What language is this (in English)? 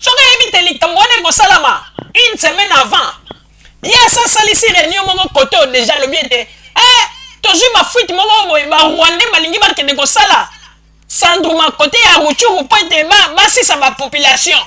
Lingala